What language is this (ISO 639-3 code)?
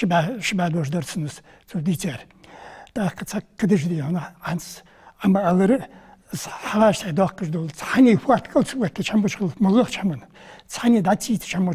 inh